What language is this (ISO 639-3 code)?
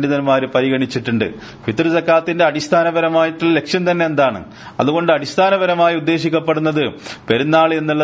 mal